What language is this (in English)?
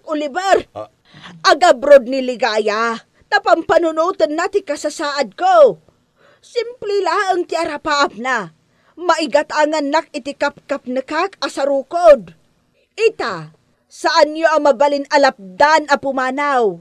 Iloko